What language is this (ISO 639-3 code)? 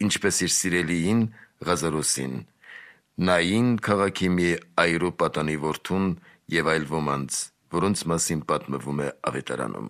hye